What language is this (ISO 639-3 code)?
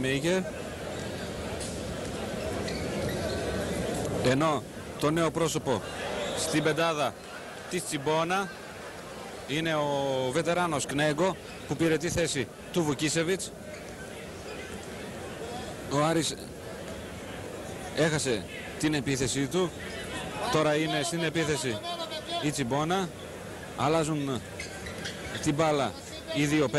ell